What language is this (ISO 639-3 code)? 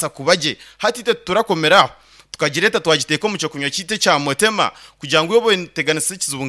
nyn